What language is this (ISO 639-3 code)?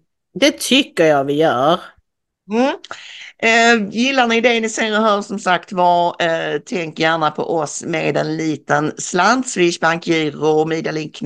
swe